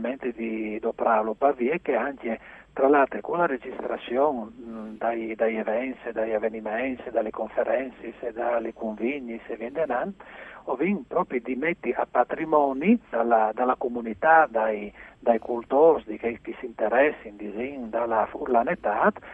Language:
Friulian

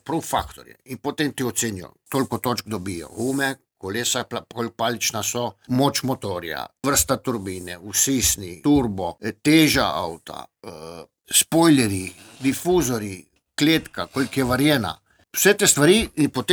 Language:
Slovenian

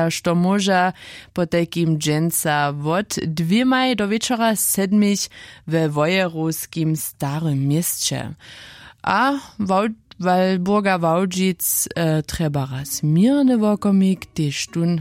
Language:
Upper Sorbian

